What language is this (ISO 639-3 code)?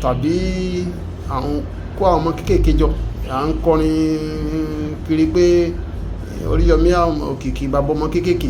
yor